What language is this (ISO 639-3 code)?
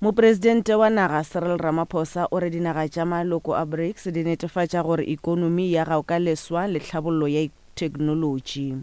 nso